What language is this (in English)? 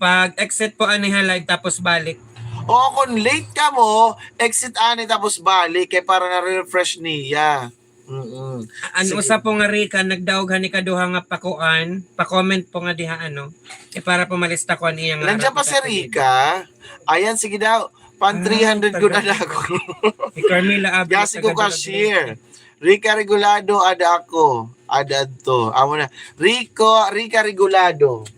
Waray